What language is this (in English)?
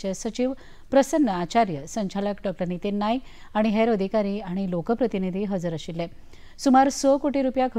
Konkani